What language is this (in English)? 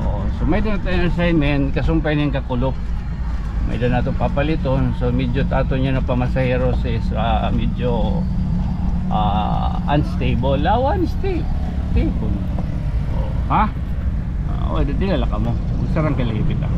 Waray